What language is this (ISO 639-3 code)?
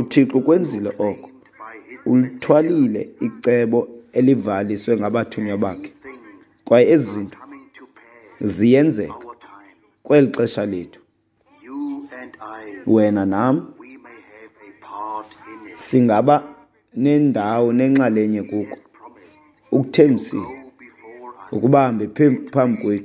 xho